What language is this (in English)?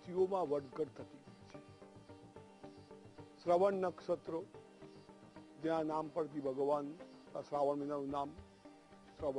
Gujarati